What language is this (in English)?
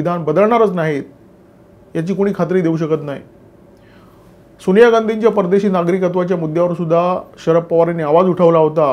Marathi